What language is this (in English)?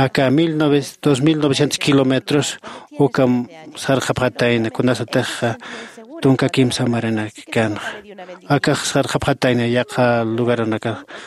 Aymara